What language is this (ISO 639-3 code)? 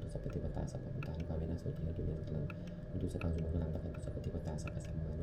pli